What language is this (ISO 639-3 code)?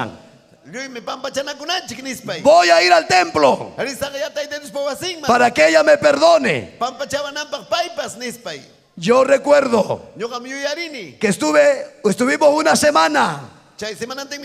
quy